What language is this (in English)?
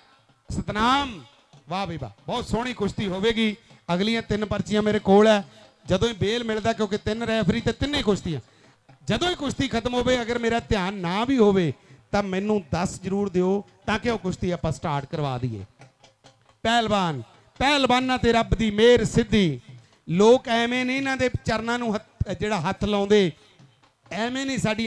Punjabi